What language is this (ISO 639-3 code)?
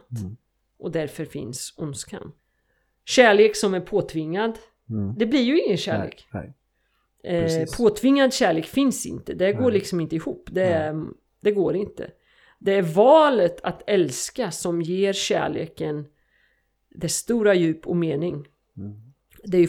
swe